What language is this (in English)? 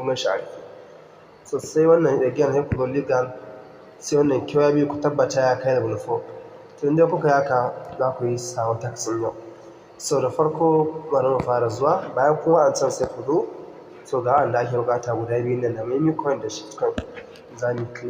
Hausa